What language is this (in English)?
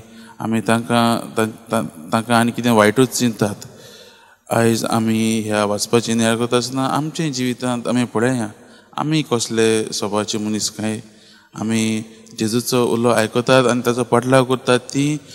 Konkani